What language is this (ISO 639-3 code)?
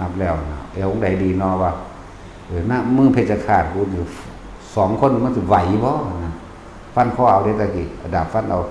lao